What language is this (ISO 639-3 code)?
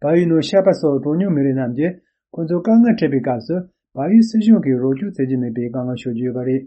bod